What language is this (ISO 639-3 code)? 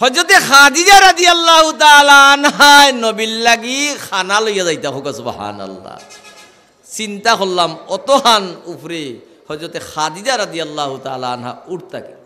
syl